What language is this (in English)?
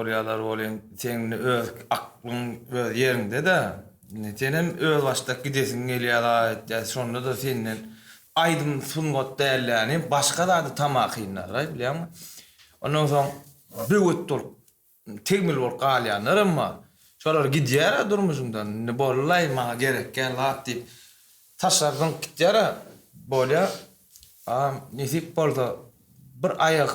Turkmen